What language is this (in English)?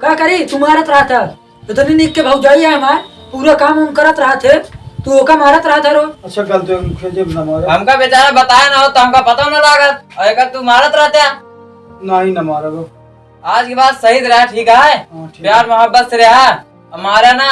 Awadhi